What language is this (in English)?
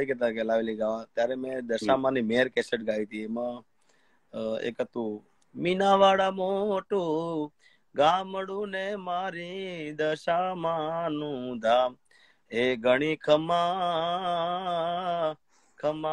Gujarati